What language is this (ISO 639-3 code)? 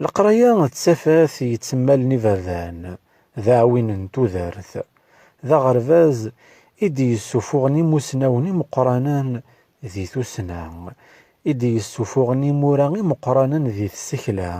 kab